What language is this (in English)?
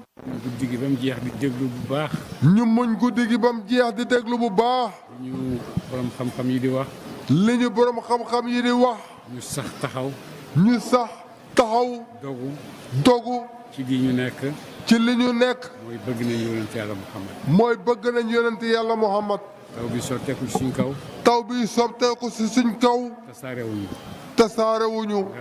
Wolof